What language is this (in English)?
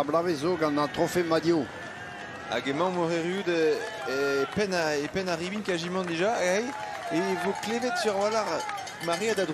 Breton